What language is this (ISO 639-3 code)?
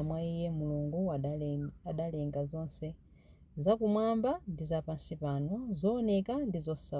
nya